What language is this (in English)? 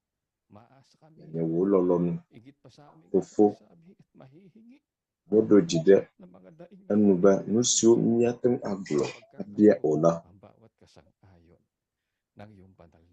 Ewe